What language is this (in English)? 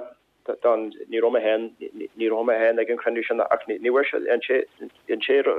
Irish